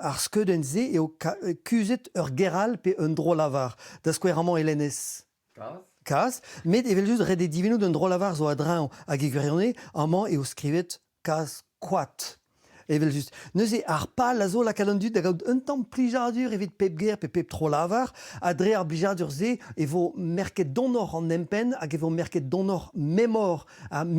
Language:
Breton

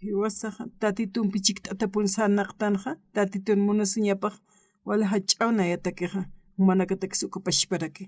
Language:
Aymara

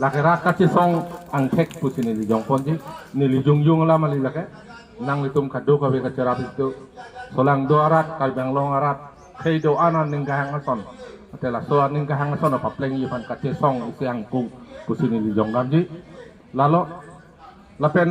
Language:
Karbi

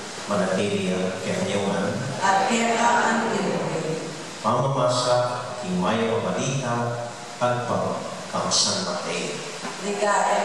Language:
Pampanga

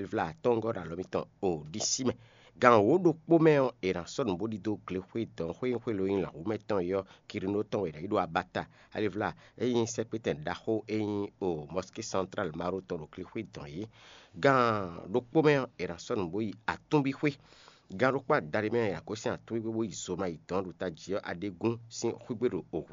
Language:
Fon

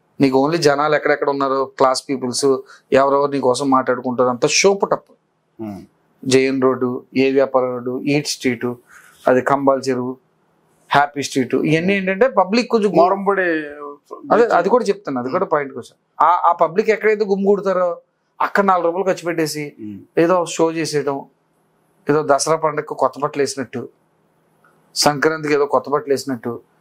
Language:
Telugu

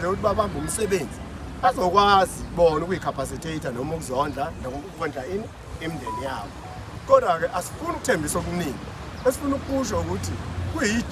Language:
Zulu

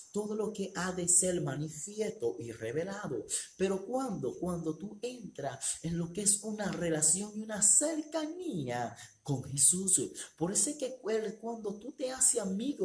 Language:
Spanish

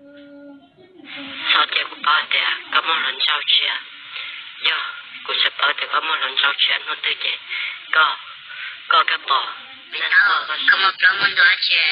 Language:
Hmong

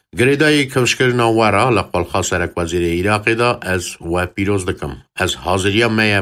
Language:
Kurdish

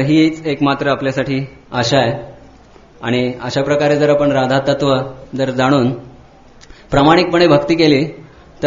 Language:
Marathi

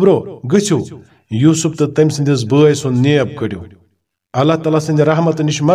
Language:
Kashmiri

